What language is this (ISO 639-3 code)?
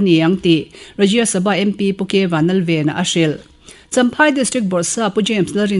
lus